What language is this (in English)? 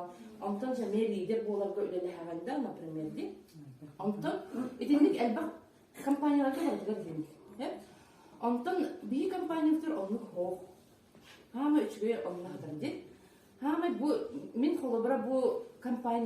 Yakut